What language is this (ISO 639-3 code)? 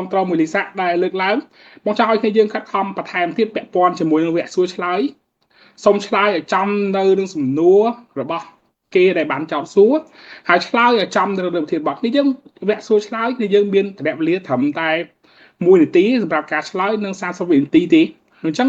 khm